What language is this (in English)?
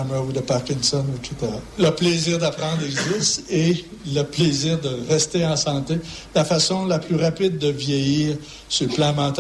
French